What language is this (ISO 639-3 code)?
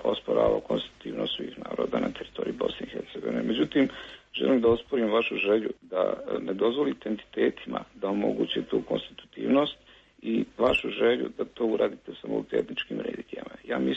bos